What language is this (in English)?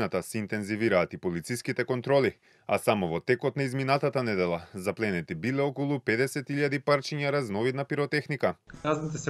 Macedonian